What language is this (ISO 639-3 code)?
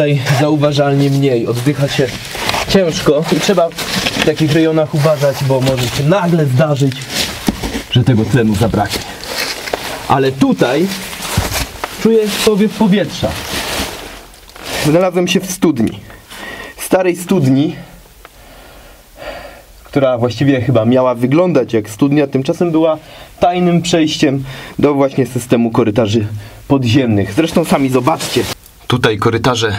pol